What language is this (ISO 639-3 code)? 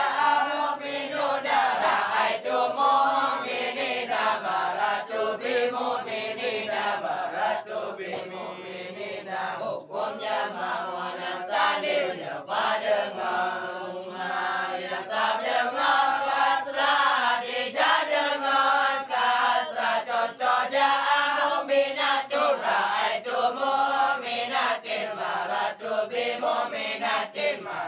ace